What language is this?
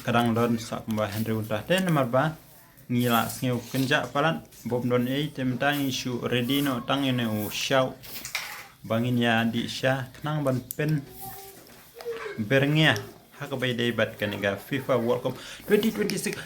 Khasi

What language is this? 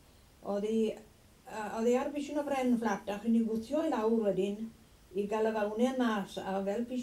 Welsh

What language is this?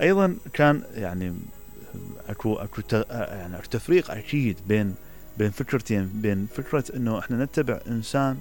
Mesopotamian Arabic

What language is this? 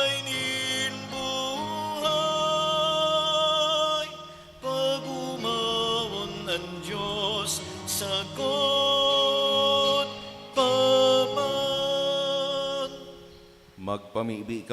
Bikol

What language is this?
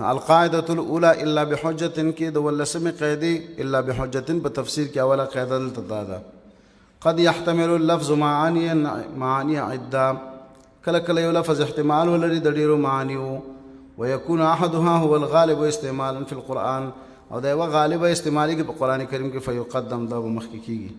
Pashto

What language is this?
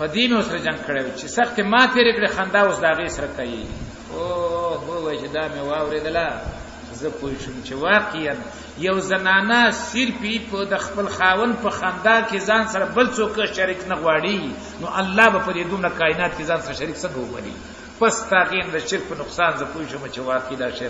Pashto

